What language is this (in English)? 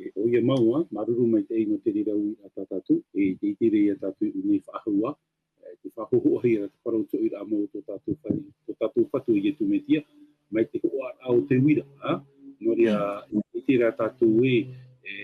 Tahitian